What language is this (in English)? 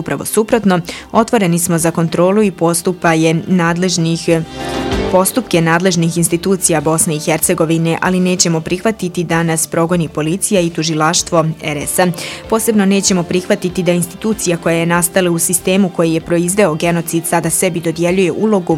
Bosnian